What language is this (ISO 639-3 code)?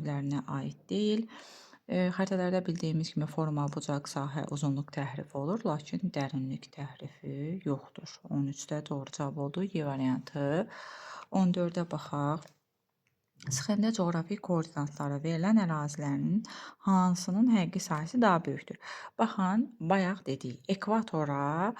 aze